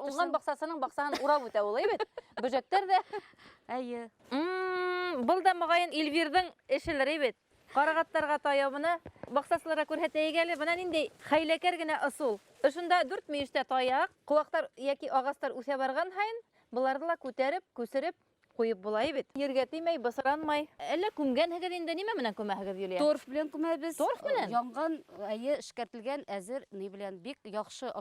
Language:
Bashkir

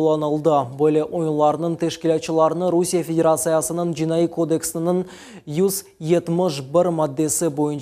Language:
Crimean Tatar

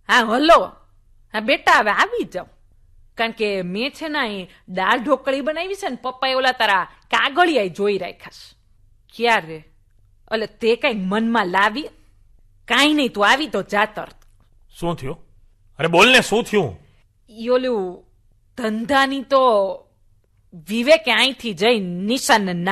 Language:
Gujarati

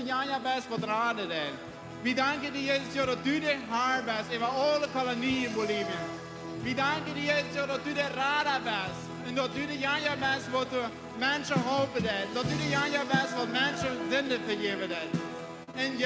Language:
Plautdietsch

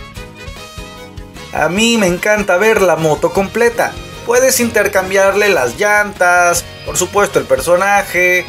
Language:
Spanish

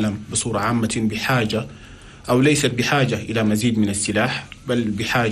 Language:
Chadian Arabic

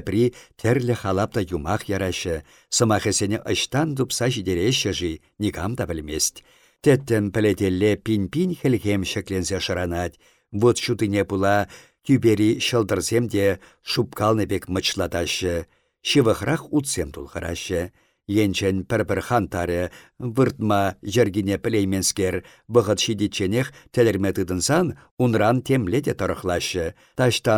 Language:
Chuvash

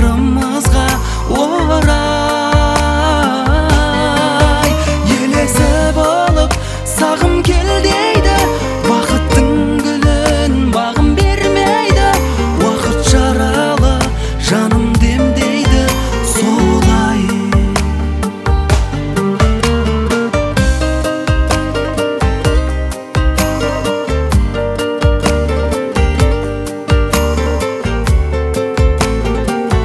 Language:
Kazakh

